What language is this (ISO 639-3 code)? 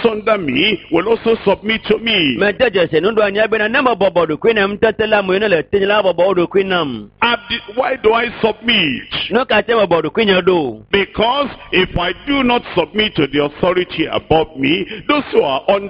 ewe